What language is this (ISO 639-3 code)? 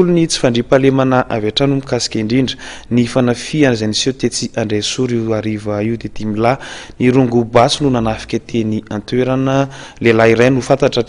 mlg